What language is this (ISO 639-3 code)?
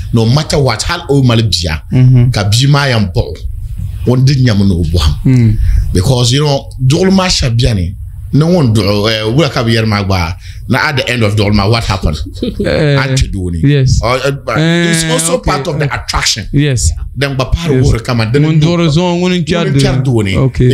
dag